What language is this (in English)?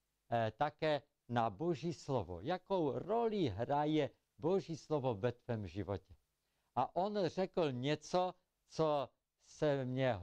Czech